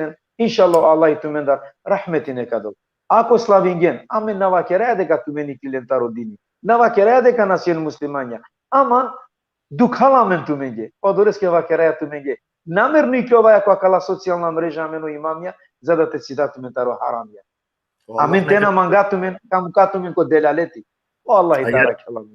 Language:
Balkan Romani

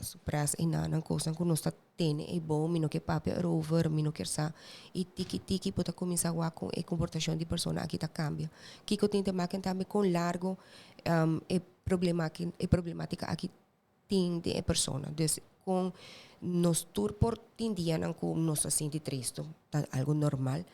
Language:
Papiamento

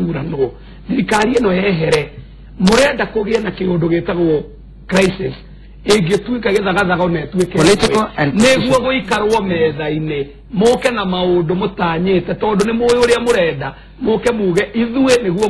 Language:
Kikuyu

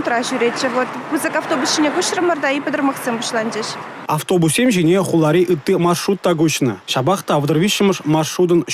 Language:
Chuvash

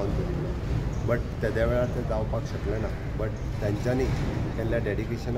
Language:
Konkani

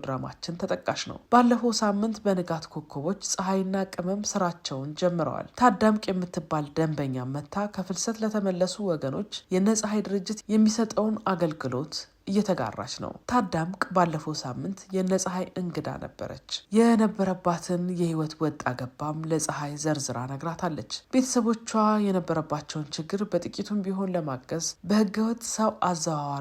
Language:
Amharic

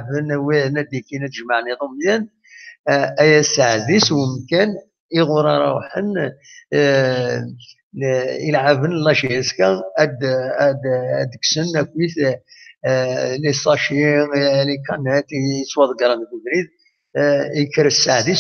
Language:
Kabyle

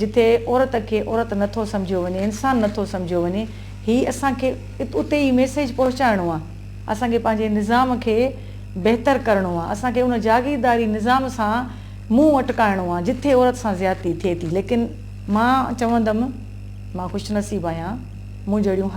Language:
Sindhi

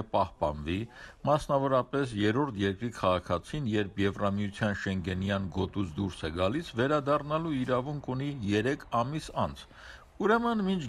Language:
Armenian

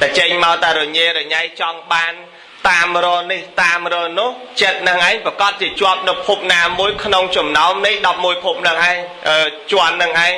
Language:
Khmer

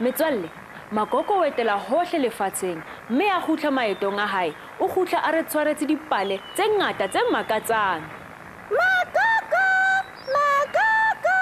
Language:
Southern Sotho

